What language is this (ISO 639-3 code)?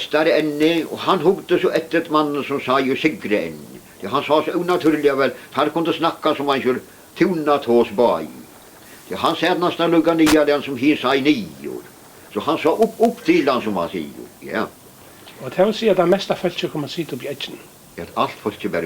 fao